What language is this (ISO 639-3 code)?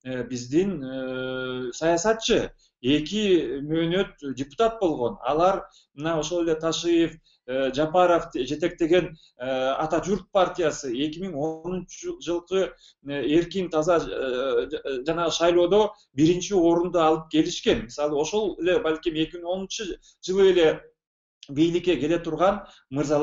kir